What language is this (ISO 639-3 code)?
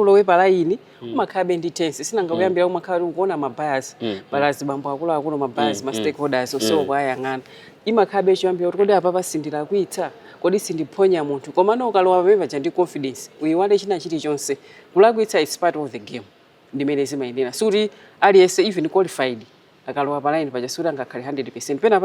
nya